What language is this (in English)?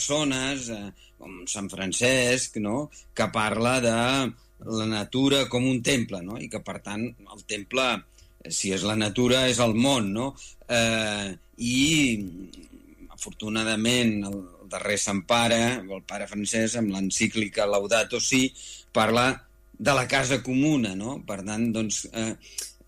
Catalan